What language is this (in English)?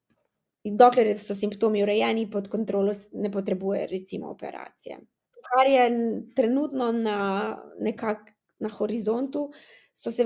Slovenian